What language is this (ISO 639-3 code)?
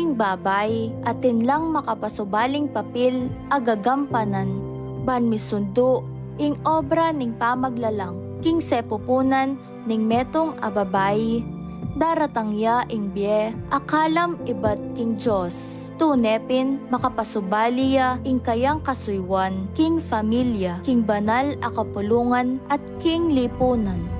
pam